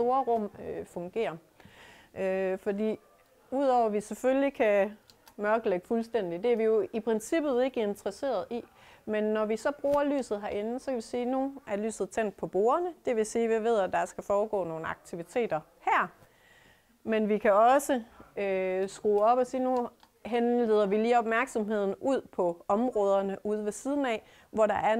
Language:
Danish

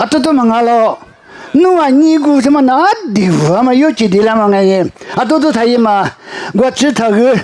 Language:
Lisu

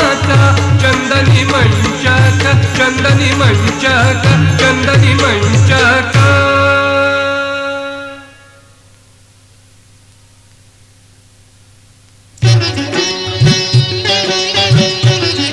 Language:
Marathi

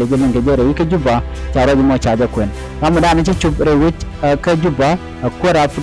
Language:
Nuer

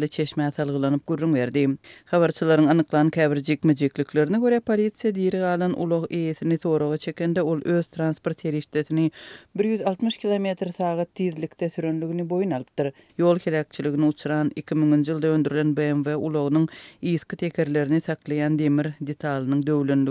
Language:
Turkmen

